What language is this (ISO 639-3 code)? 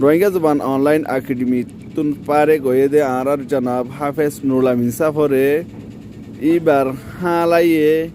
rhg